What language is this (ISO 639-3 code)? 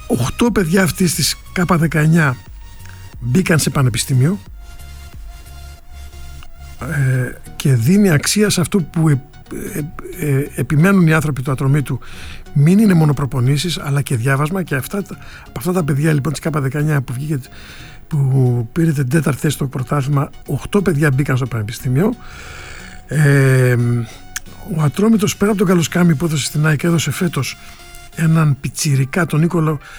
ell